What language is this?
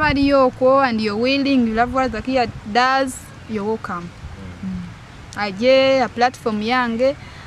Nyoro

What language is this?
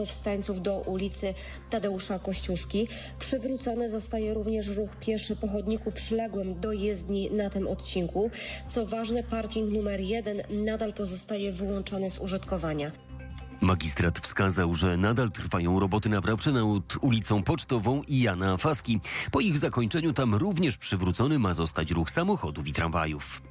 Polish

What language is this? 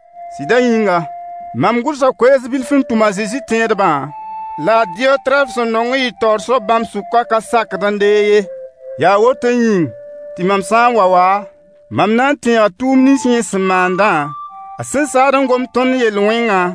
Mossi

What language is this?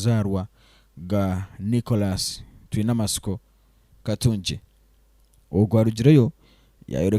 Nyankole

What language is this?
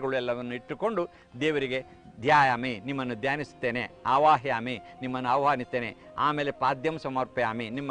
Kannada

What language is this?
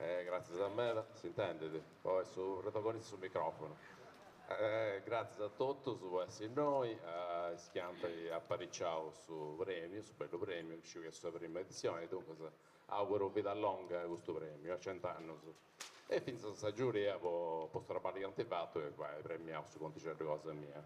Sardinian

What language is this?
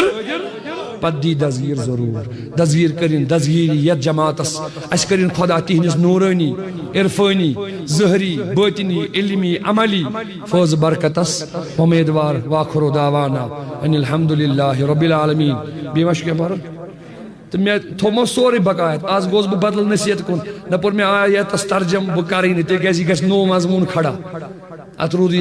Kashmiri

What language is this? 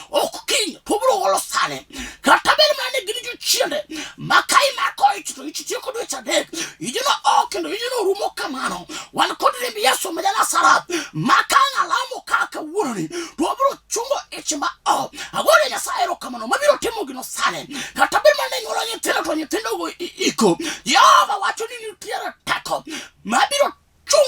Luo (Kenya and Tanzania)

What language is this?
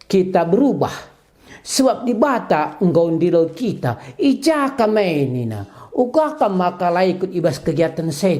Batak Karo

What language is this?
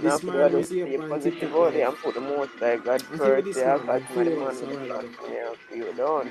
Jamaican Creole English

